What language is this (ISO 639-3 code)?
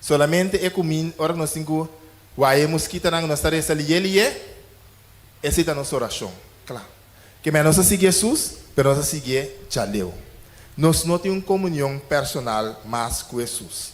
pap